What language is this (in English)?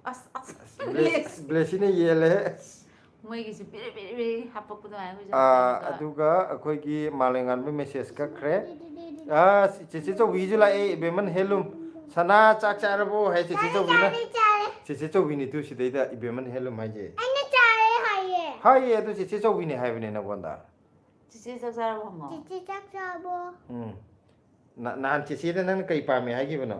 Manipuri